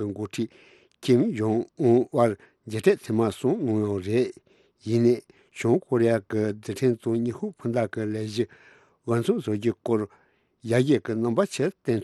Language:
Tibetan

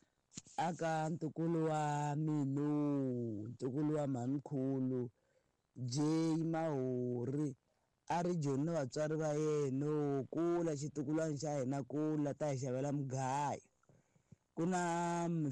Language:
Tsonga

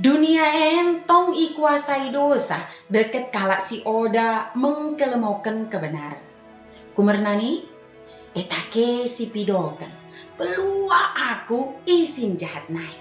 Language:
Batak Dairi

